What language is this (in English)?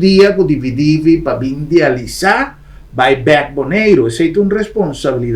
Papiamento